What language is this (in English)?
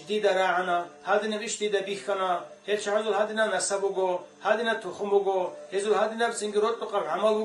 Avaric